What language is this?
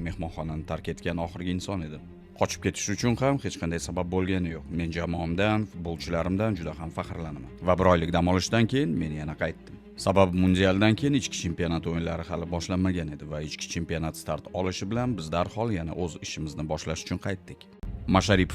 Uzbek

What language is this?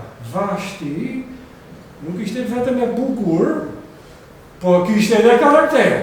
Albanian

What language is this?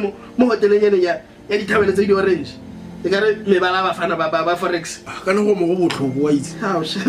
Tswana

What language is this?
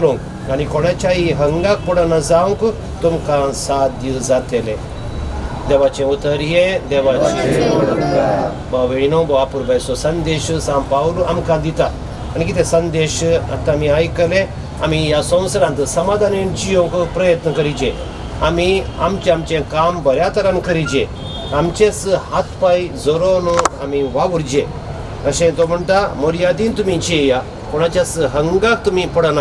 Konkani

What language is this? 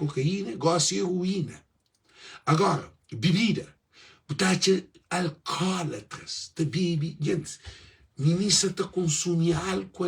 Kabuverdianu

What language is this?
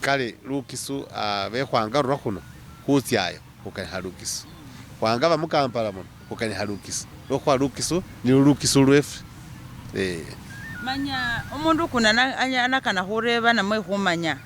Masaaba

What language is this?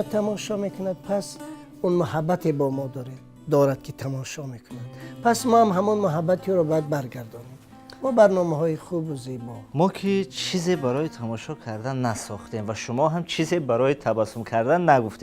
Tajik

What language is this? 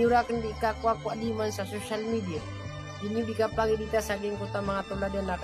Maranao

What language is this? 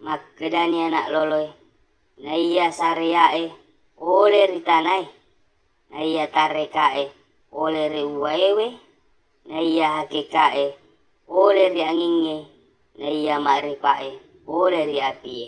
Buginese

